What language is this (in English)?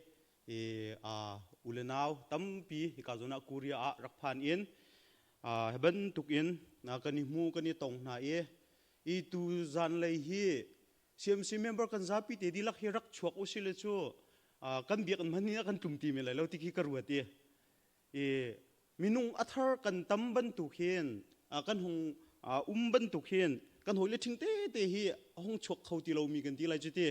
Hakha Chin